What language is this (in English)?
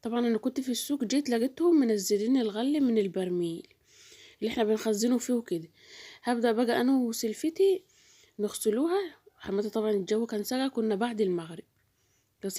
Egyptian Arabic